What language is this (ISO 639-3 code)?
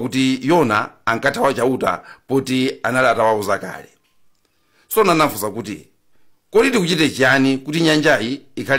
nya